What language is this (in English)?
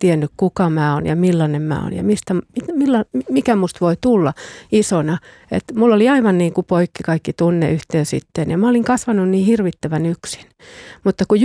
Finnish